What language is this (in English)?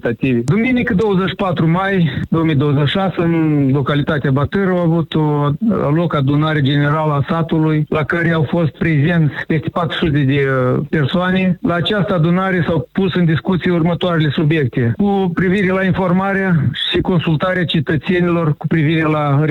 Romanian